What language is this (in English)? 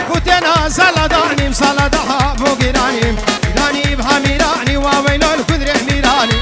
Kurdish